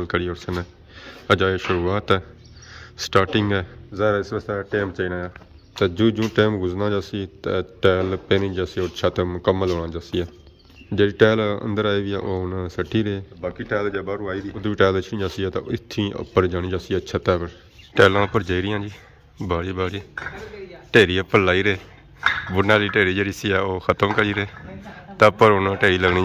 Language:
Pahari-Potwari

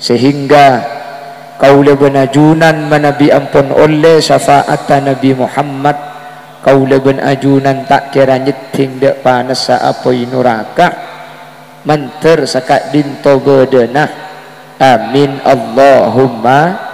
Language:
Madurese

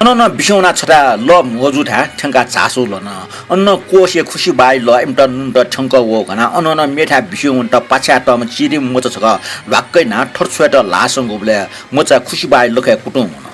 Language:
Newari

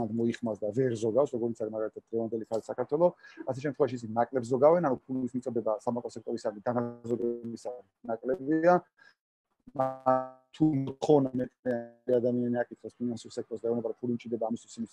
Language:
Georgian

